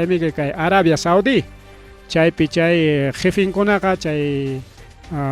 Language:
Ayacucho Quechua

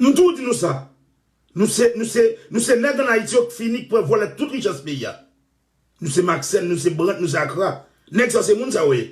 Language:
Haitian Creole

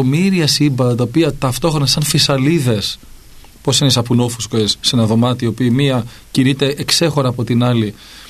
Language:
Greek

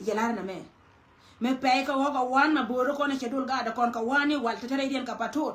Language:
Nuer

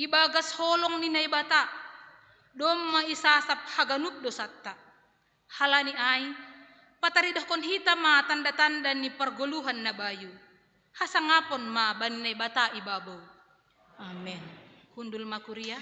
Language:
Batak Simalungun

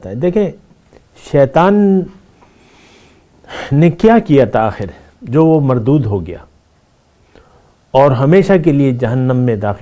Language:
Urdu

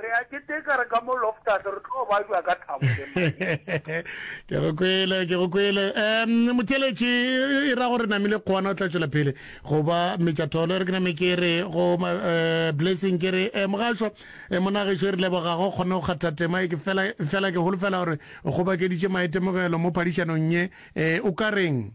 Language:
Northern Sotho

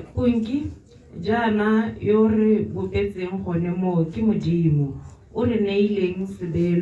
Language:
Tswana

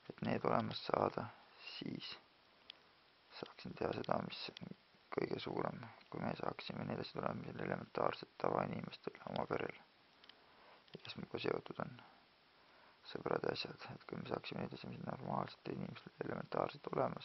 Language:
Estonian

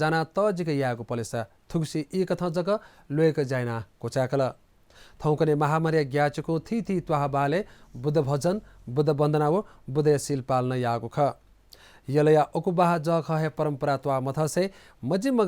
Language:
Newari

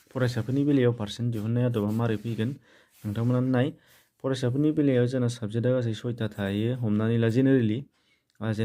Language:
Bodo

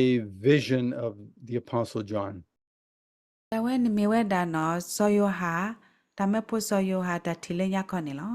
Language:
S'gaw Karen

